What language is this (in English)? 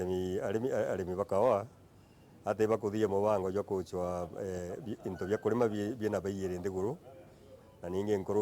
Meru